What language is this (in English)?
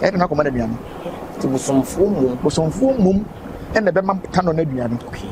Akan